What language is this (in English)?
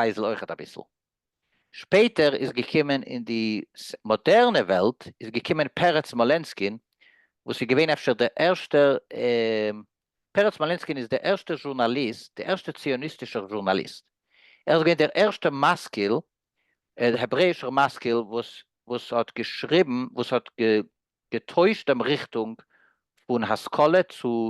Yiddish